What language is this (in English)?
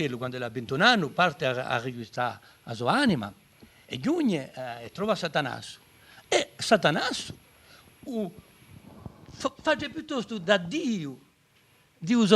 Corsican